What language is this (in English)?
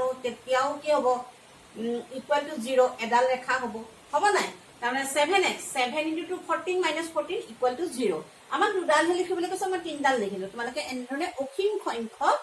Assamese